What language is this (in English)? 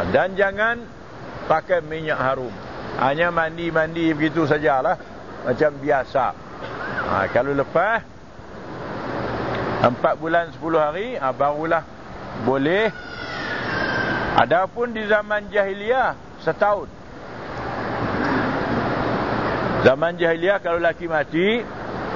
Malay